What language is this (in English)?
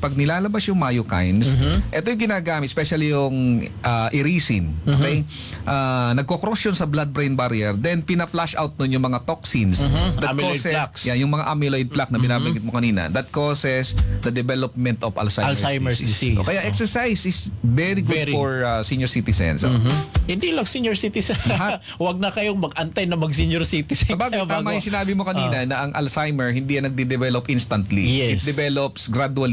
Filipino